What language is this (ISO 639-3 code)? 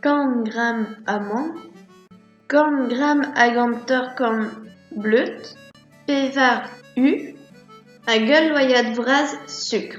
bre